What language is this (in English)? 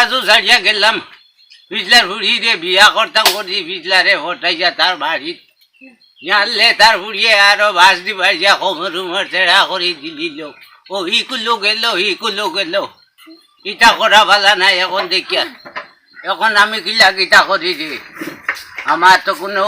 Sylheti